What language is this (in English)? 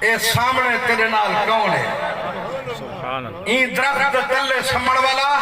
Saraiki